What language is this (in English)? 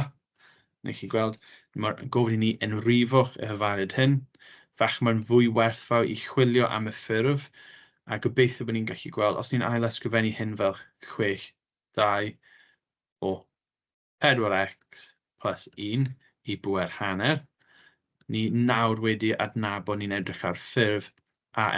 Welsh